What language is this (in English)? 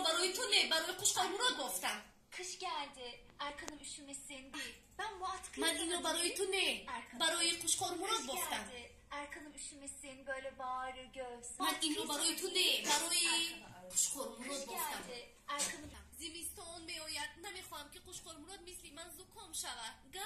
Tajik